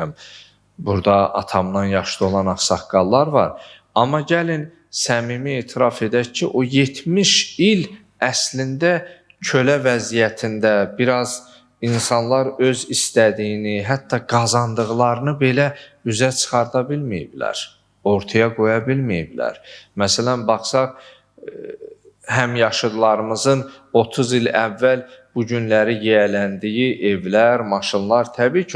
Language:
Azerbaijani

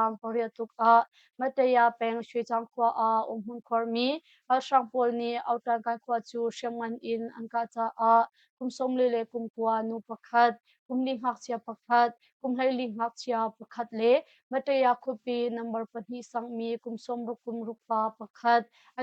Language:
Hakha Chin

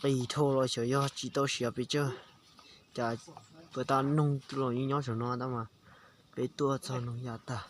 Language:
Hmong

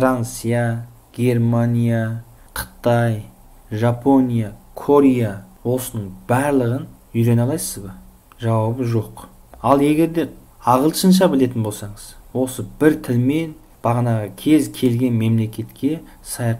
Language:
Kazakh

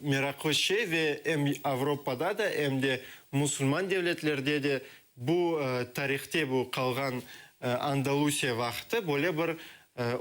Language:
Crimean Tatar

